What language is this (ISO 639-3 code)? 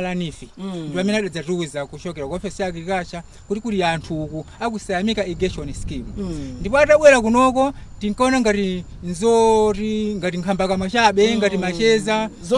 nya